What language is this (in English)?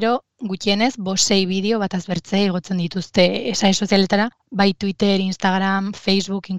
Basque